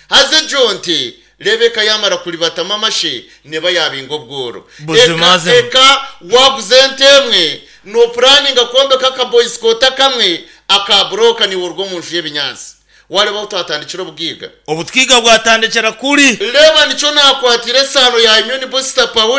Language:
Nyankole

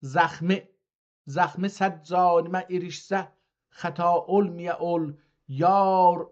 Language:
South Azerbaijani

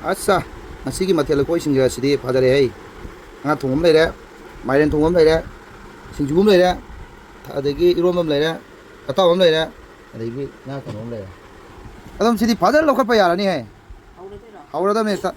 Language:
Manipuri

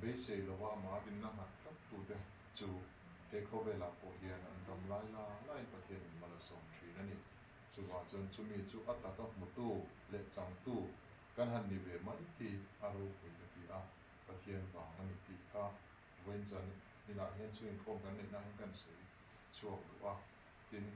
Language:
Mizo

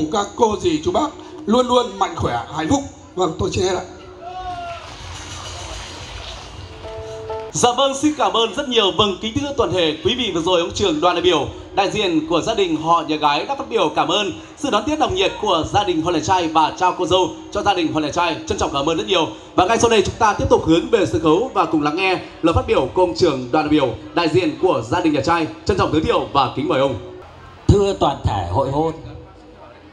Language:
Vietnamese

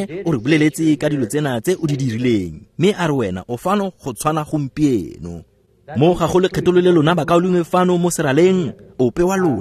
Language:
Tswana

